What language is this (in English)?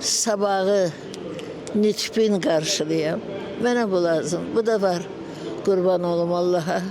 Azerbaijani